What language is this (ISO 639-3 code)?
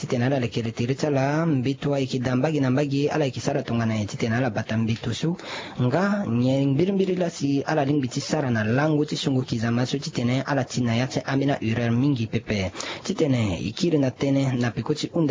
sag